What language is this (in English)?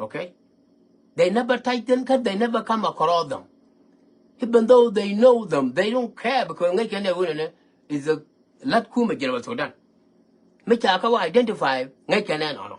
Nuer